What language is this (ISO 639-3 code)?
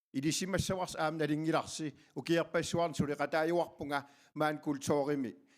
kal